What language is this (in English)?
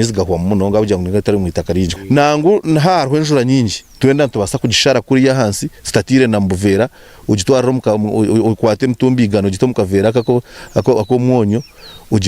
Nyankole